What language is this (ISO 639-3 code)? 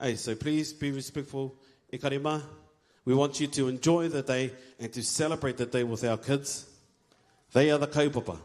mri